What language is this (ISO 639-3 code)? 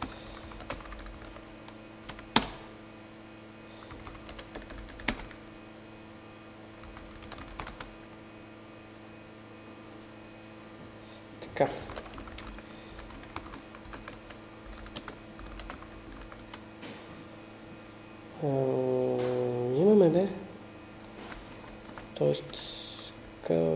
bul